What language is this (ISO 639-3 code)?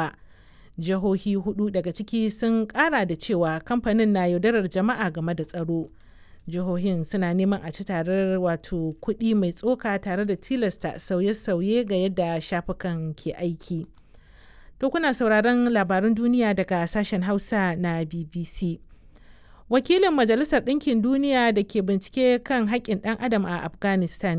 hau